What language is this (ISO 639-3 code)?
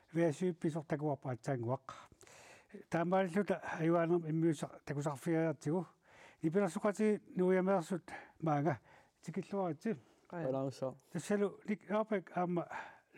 kal